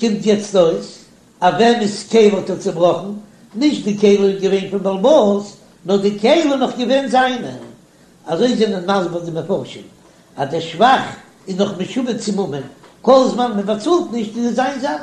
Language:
Yiddish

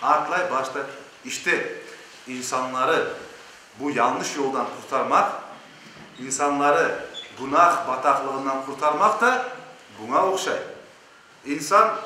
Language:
Crimean Tatar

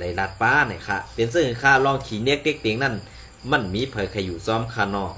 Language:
Shan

